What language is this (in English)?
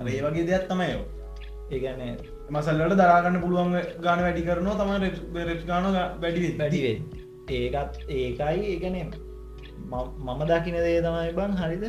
Sinhala